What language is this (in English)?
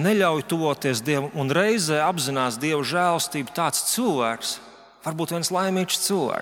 Latvian